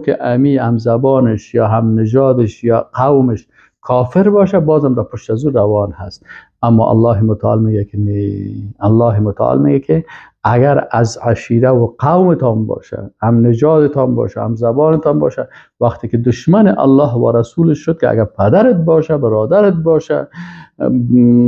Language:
Persian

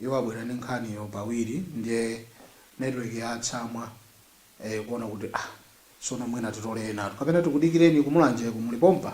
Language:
Nyanja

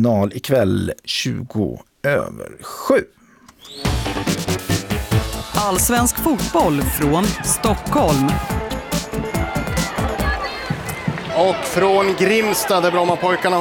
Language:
Swedish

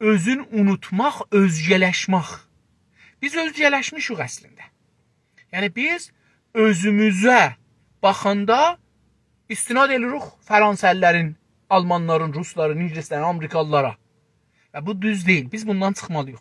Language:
South Azerbaijani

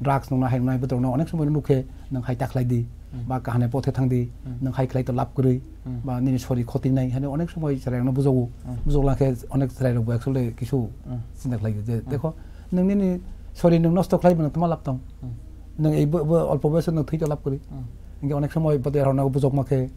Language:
Kok Borok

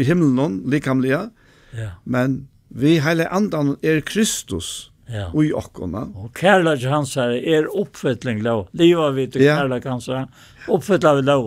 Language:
Faroese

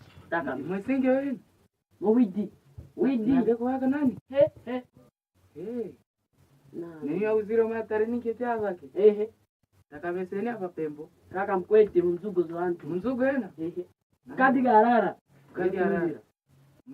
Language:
Kwangali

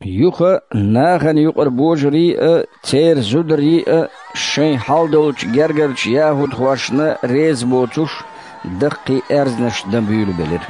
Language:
Chechen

